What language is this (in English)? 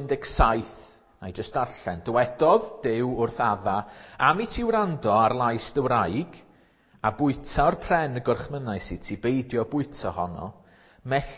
Welsh